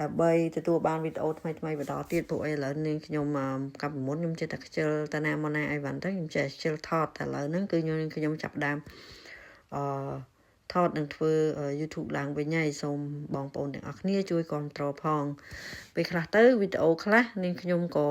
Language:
Khmer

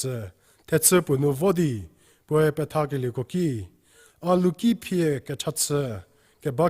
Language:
Angami Naga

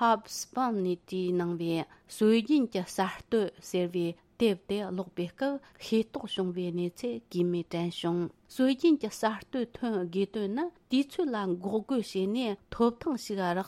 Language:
Tibetan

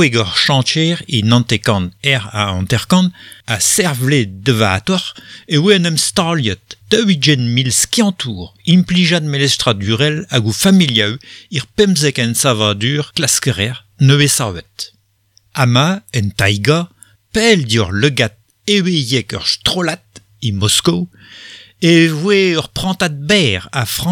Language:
Breton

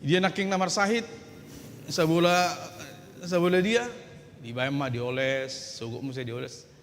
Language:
Batak Toba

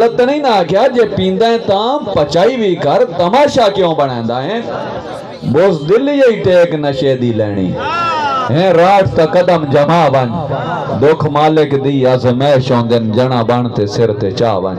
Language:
Saraiki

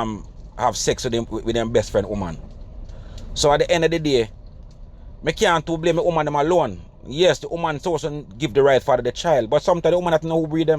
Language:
Jamaican Creole English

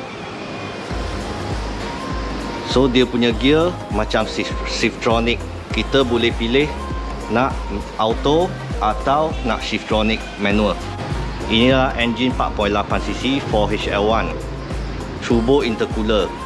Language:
Malay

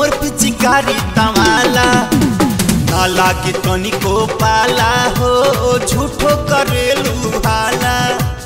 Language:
Bhojpuri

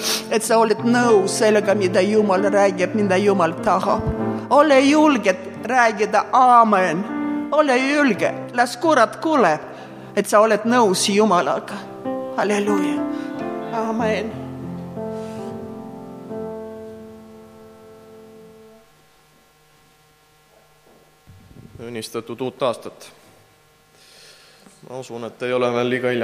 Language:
Estonian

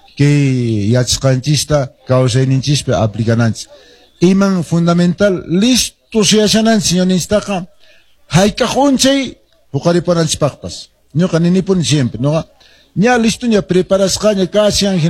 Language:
Quechua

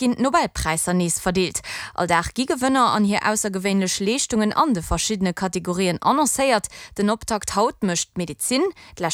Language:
Luxembourgish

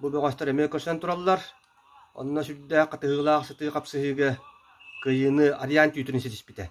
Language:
Yakut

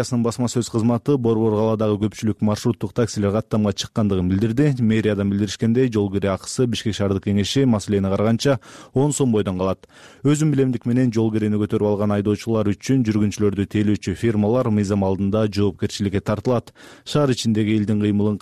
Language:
Kyrgyz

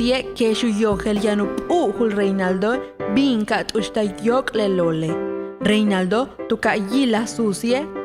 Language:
Yucateco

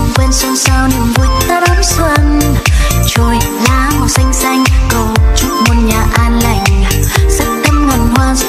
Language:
Vietnamese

